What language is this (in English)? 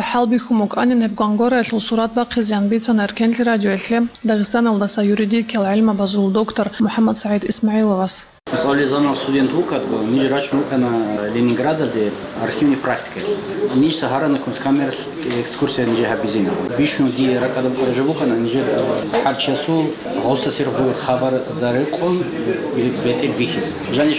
Avaric